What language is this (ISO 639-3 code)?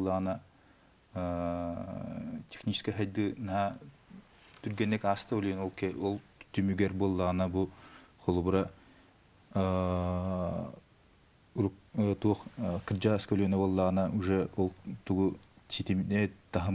sah